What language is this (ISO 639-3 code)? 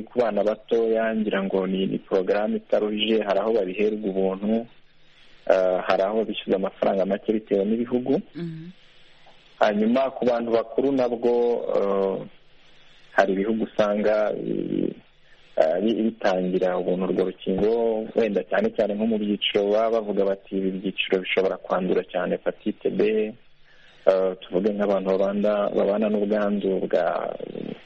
kin